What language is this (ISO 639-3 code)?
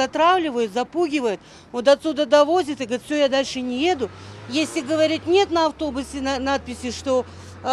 crh